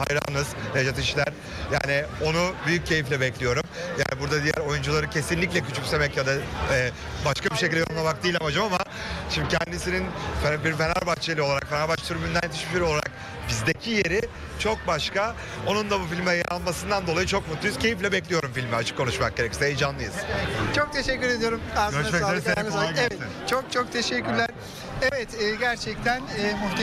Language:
Turkish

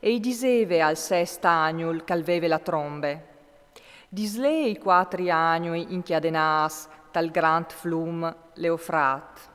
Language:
Friulian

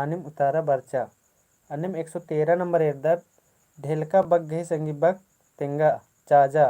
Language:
Kurukh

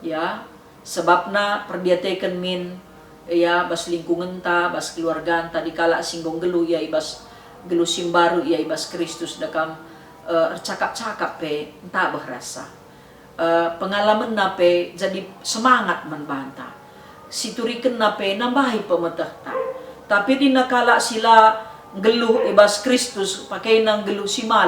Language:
Batak Karo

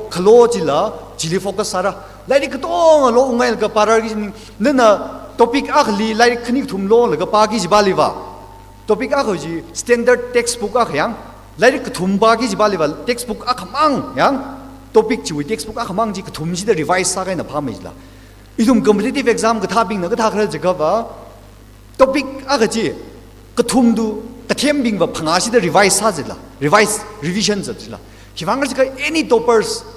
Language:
Tangkhul Naga (India)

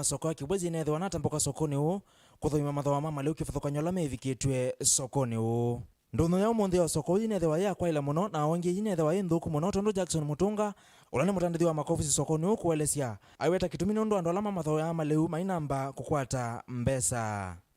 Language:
Kamba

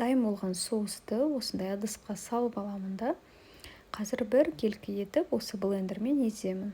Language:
Kazakh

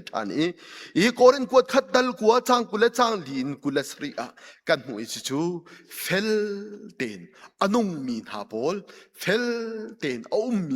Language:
Hakha Chin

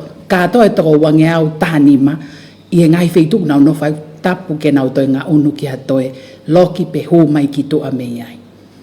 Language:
Tongan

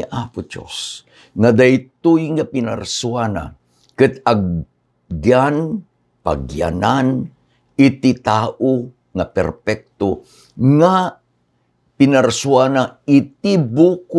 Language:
Iloko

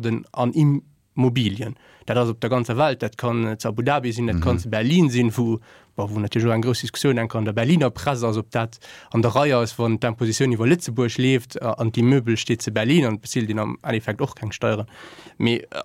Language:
Luxembourgish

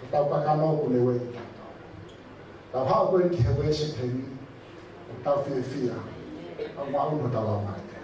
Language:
Tongan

